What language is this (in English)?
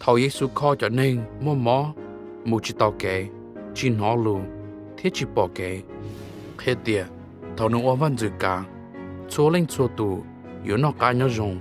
Hmong